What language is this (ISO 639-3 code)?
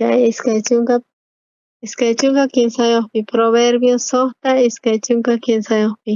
quh